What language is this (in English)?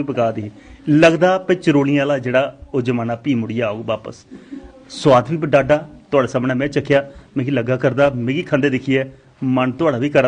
Dogri